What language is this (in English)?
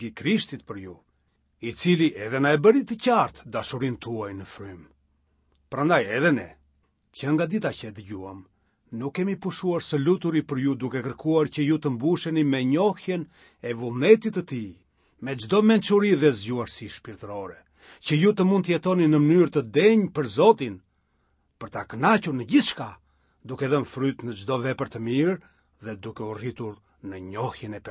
Albanian